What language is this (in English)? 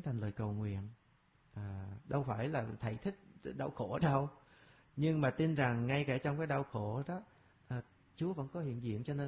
Vietnamese